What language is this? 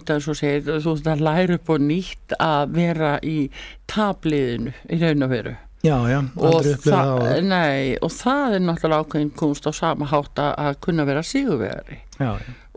Icelandic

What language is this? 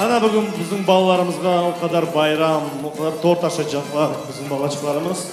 Crimean Tatar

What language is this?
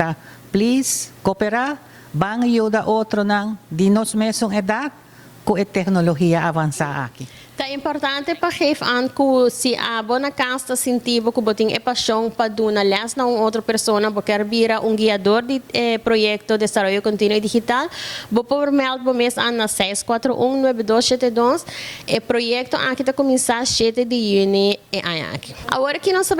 Papiamento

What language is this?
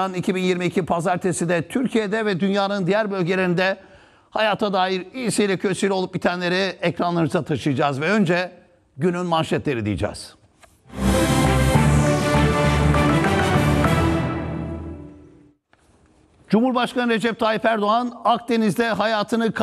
Turkish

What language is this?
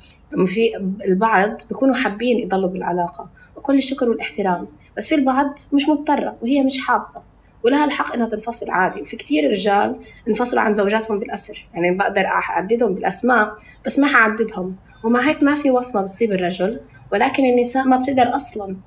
North Levantine Arabic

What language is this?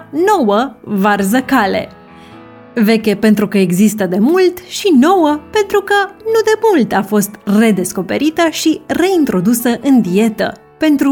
Romanian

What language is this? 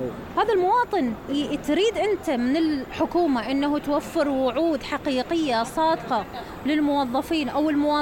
Mesopotamian Arabic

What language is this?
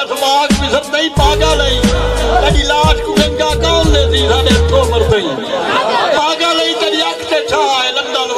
Saraiki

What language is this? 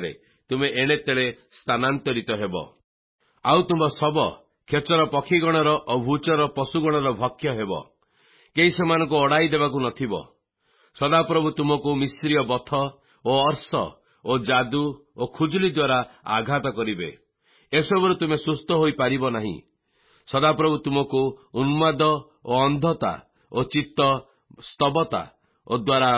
Odia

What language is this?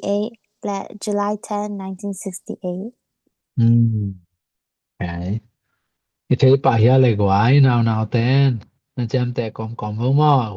Tedim Chin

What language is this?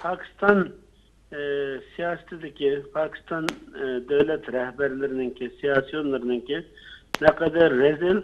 Uyghur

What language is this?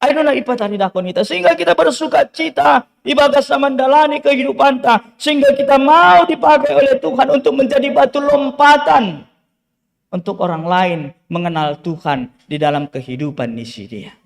Batak Simalungun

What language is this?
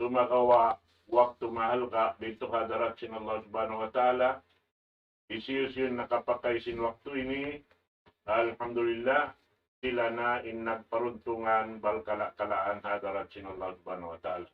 Tausug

